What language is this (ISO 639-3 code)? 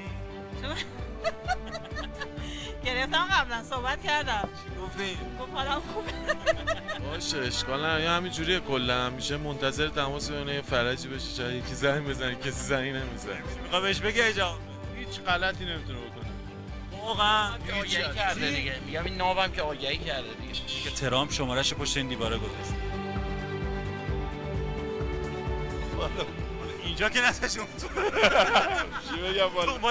fas